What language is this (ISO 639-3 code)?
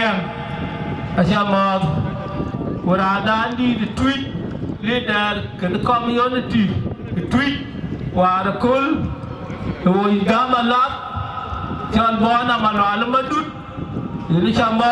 din